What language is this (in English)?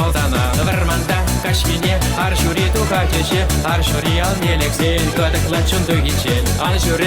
Chuvash